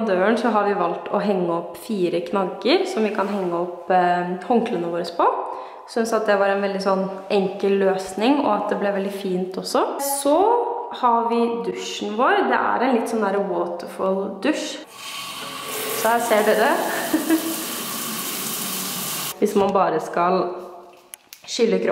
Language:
Norwegian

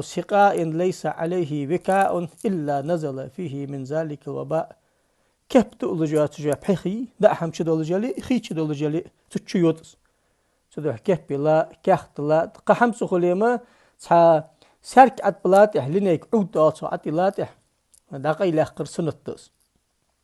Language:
Ingush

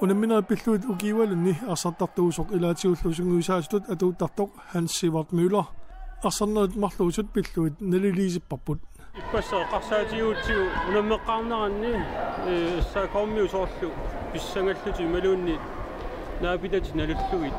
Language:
Kalaallisut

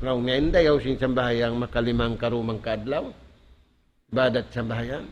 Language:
Tausug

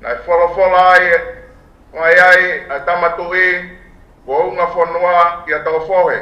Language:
Tongan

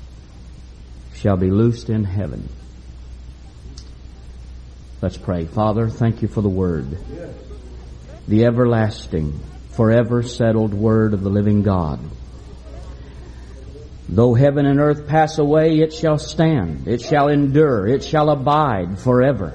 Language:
English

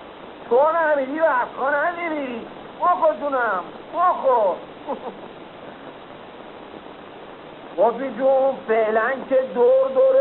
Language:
Persian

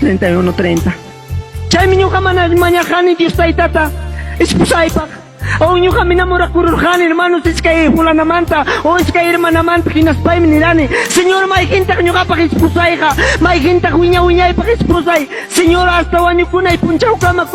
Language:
Ayacucho Quechua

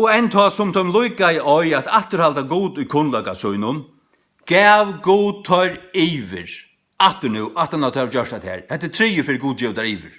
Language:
Faroese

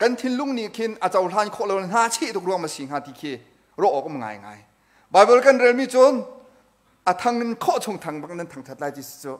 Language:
Hakha Chin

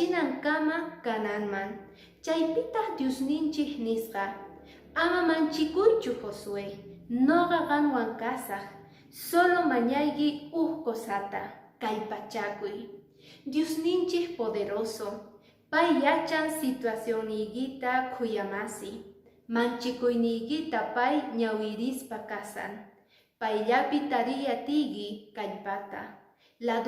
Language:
Quechua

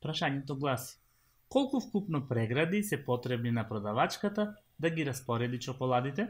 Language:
Macedonian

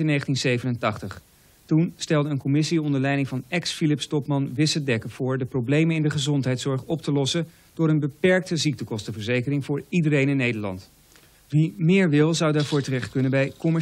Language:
Dutch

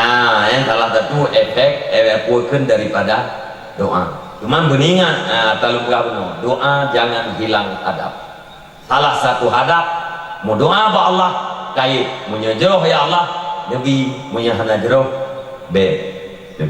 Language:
Achinese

